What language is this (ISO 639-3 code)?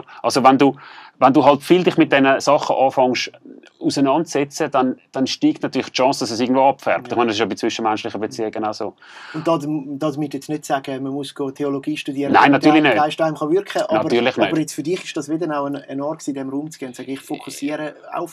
gsw